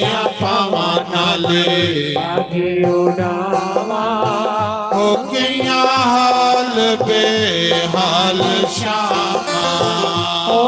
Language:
Dogri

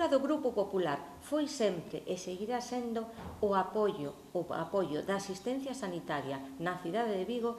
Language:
Galician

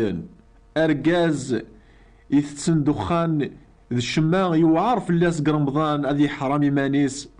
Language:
Kabyle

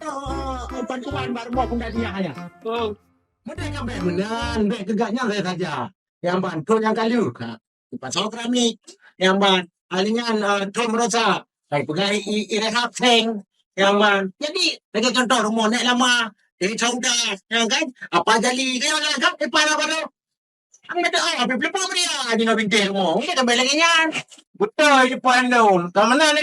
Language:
Achinese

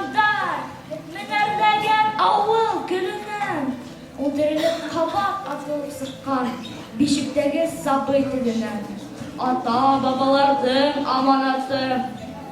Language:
Bashkir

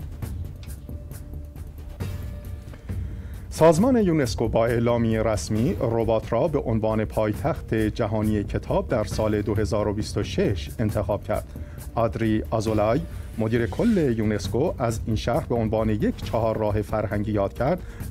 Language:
Persian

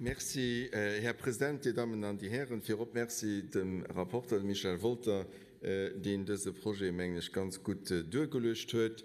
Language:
Luxembourgish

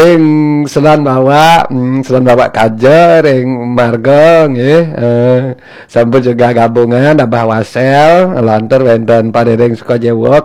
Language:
Balinese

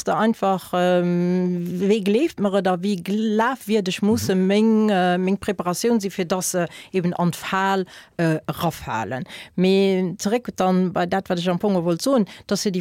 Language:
Luxembourgish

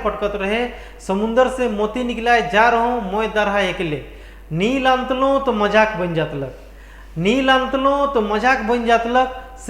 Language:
Sadri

